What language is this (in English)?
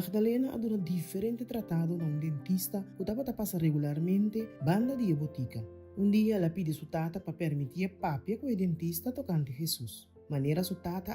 Papiamento